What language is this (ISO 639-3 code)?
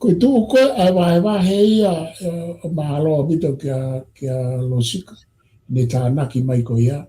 ton